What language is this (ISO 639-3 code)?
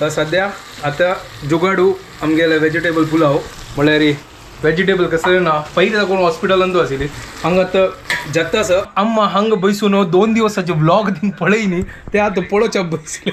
kok